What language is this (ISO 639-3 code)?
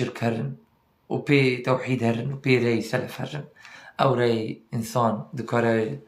kur